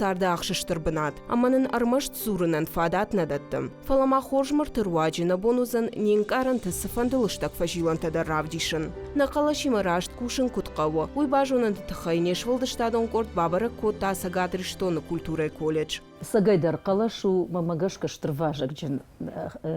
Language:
Ossetic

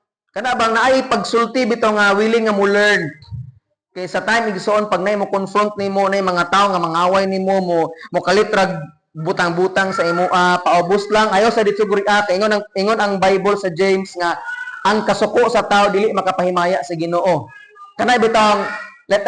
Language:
Cebuano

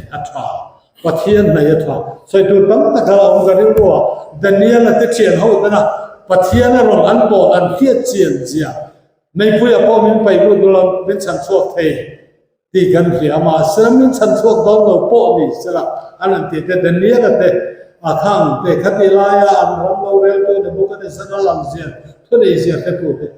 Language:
Mizo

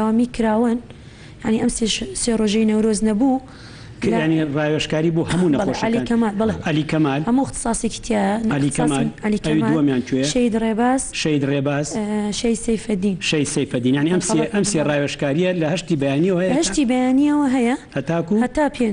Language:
Central Kurdish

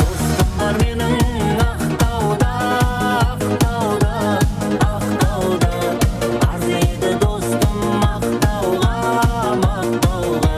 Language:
Kara-Kalpak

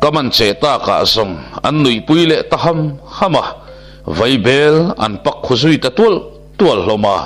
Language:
Mizo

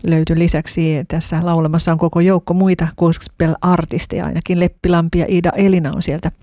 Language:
Finnish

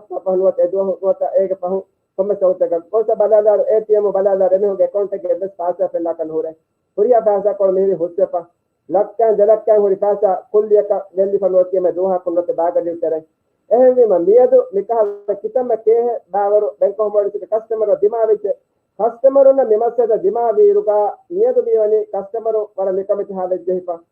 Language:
Divehi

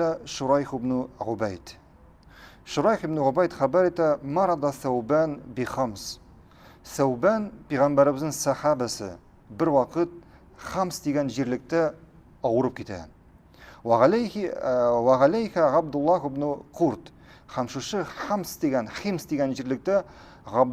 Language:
Tatar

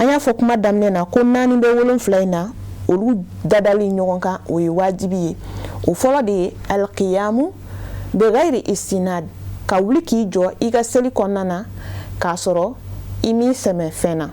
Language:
Bambara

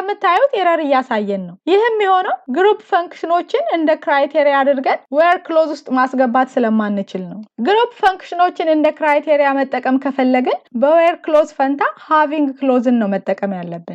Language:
Amharic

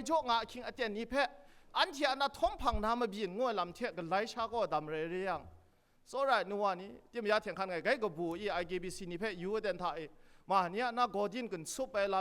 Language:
Kachin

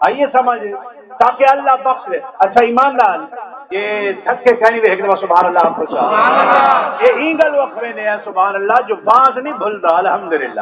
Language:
Saraiki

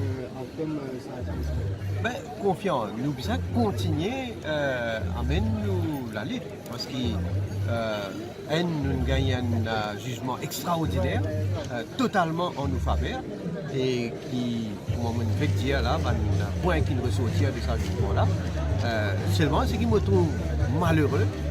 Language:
Morisyen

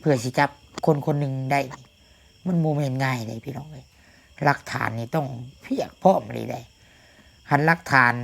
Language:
Lao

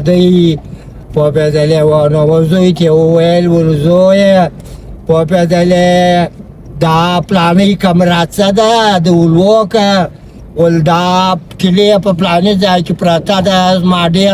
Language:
Pashto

